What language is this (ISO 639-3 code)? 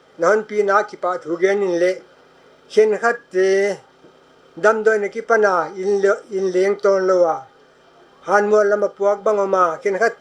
pck